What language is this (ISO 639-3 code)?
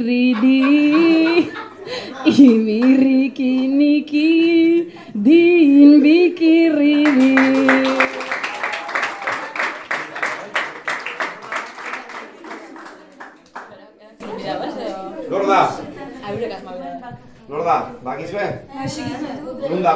eus